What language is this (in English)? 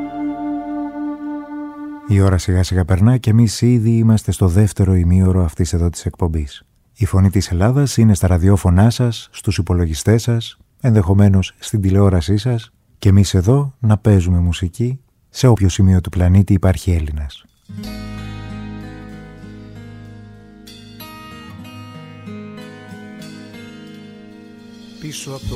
Greek